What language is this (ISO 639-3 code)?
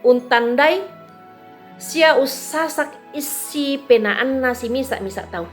sda